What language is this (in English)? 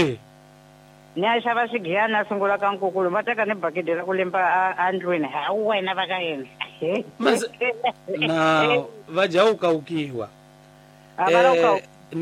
Tsonga